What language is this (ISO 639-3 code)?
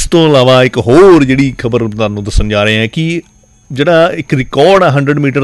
pan